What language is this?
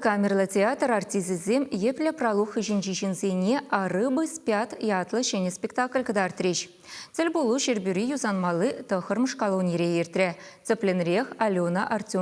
Chuvash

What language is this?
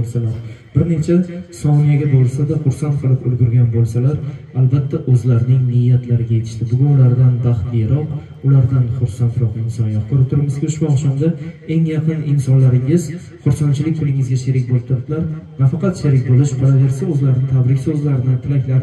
Uzbek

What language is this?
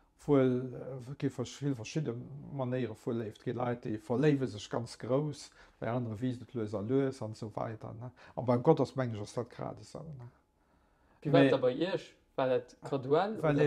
Luxembourgish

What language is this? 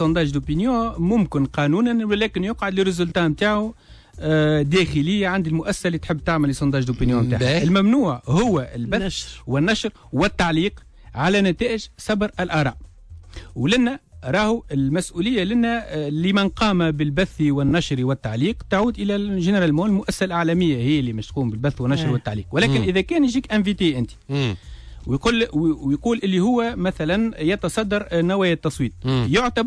Tunisian Arabic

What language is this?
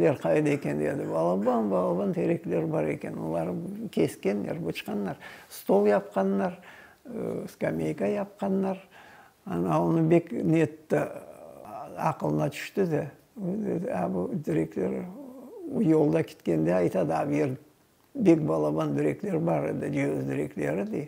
Crimean Tatar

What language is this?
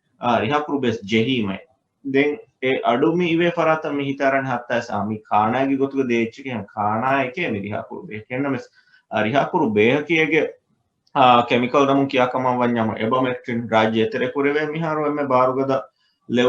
Divehi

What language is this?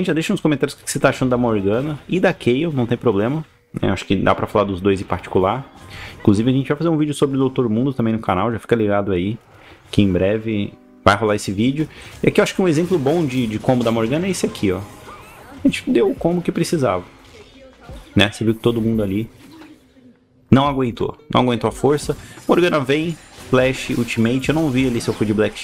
Portuguese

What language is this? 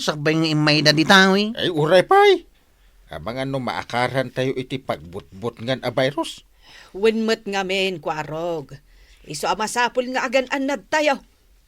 Iloko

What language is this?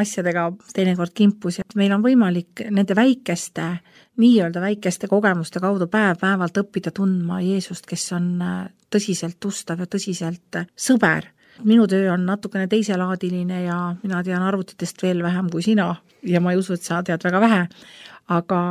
Estonian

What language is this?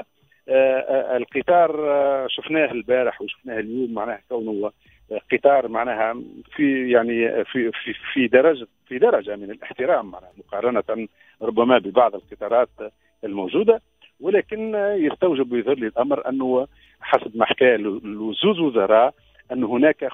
Tunisian Arabic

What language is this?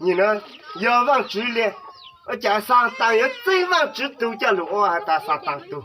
Hmong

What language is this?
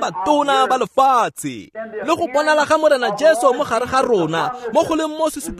Tswana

